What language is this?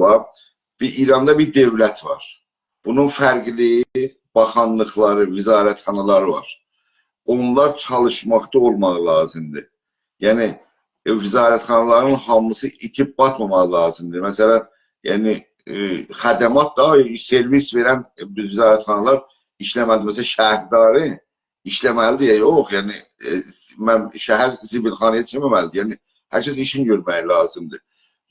South Azerbaijani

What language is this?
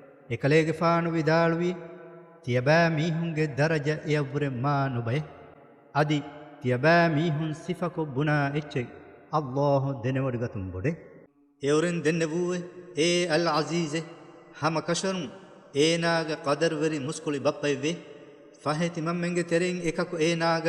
Divehi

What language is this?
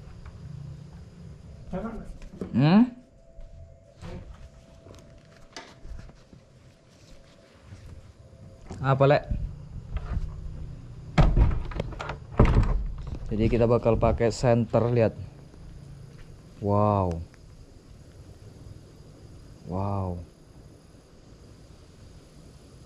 Indonesian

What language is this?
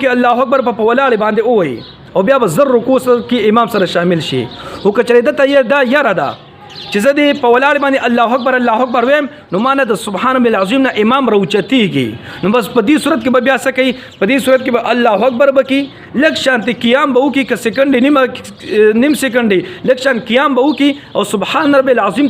Pashto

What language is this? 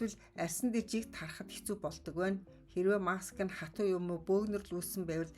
Mongolian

